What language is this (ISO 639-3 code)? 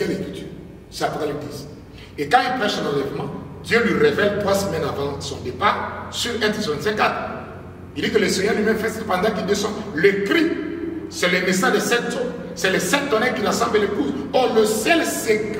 fra